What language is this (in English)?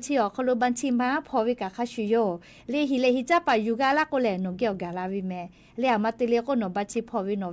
Lahu